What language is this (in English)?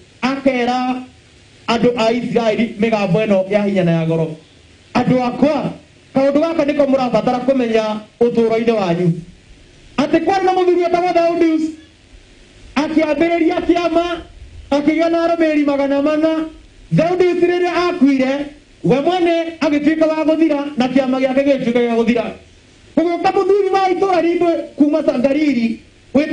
Kikuyu